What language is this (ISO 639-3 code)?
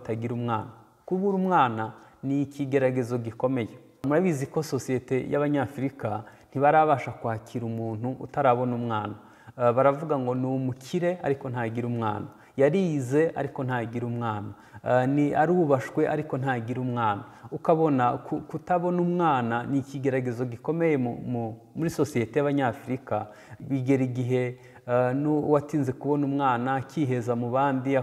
kin